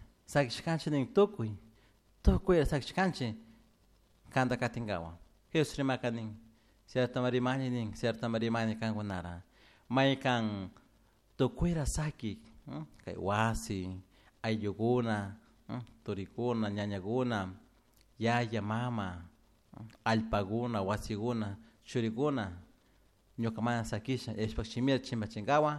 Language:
Chimborazo Highland Quichua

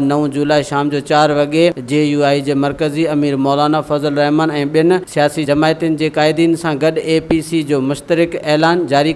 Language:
Sindhi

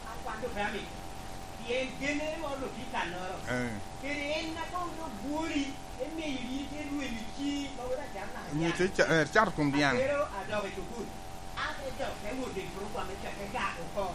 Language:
Lango (Uganda)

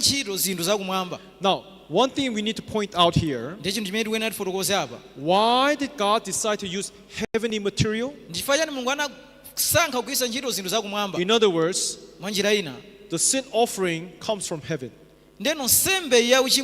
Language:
Nyanja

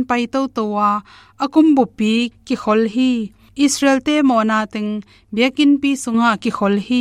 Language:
Tedim Chin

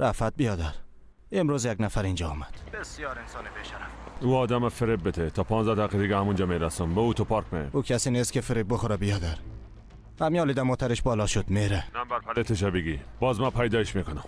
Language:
Persian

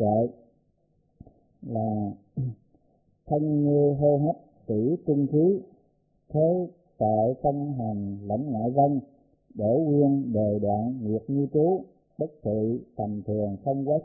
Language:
Vietnamese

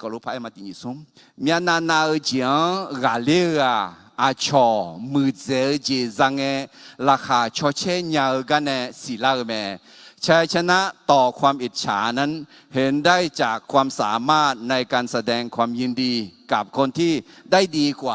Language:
Akha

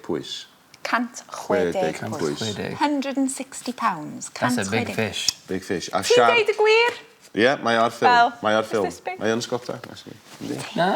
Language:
Welsh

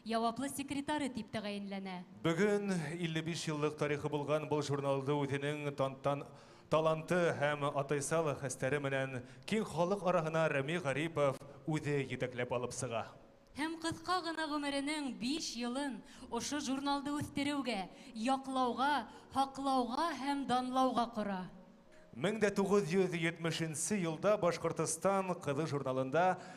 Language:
Bashkir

